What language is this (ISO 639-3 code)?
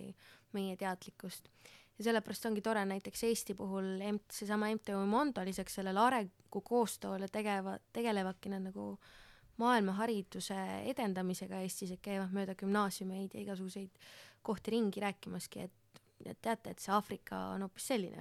est